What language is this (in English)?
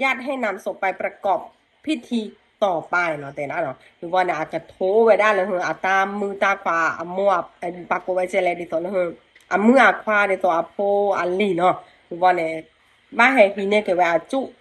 S'gaw Karen